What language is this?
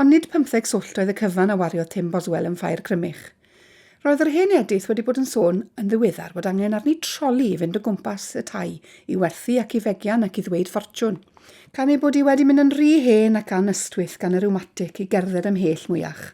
Welsh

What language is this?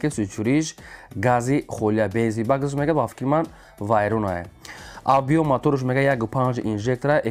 Tajik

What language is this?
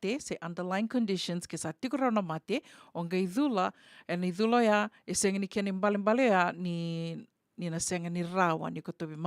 Fijian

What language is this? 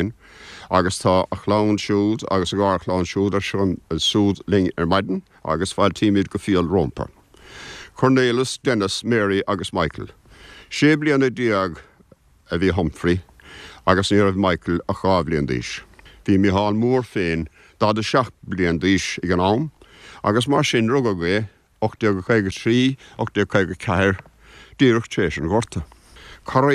Irish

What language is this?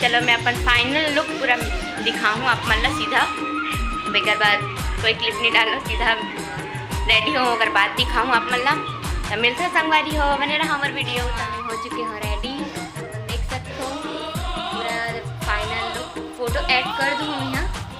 Chhattisgarhi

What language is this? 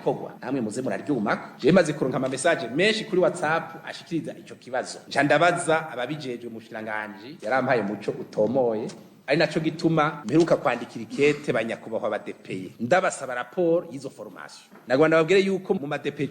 Rundi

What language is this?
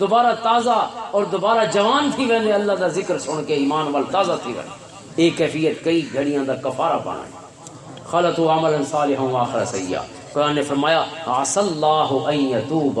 Western Panjabi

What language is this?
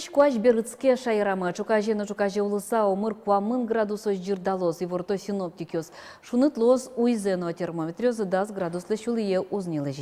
Udmurt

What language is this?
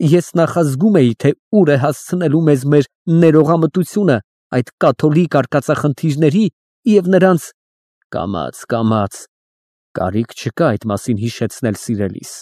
Armenian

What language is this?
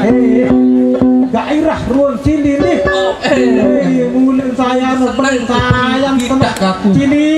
Sasak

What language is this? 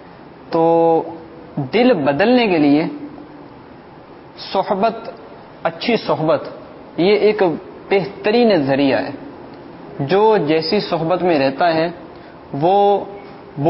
Urdu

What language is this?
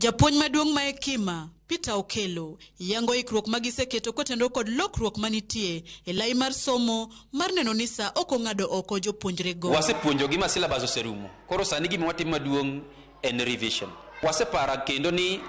Luo (Kenya and Tanzania)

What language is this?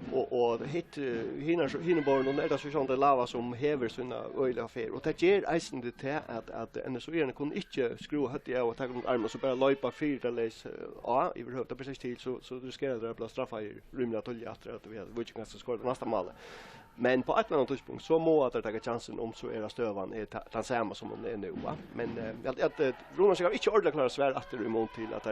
Faroese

